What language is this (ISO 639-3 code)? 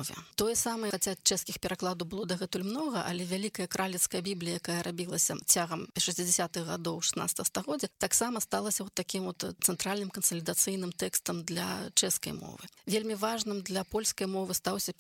bel